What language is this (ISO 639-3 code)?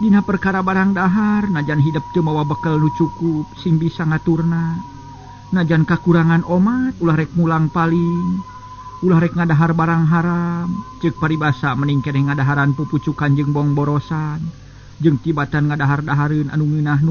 sun